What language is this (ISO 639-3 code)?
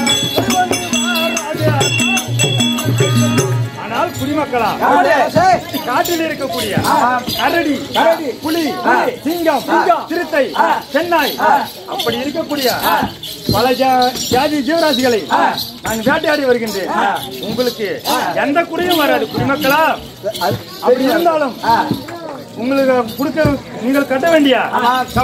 tam